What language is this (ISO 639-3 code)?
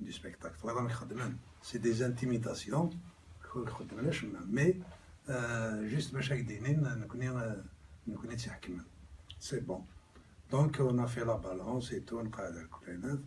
kab